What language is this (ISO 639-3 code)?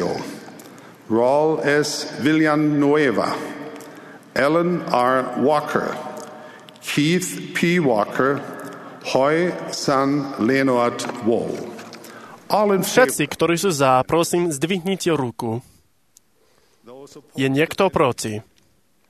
slk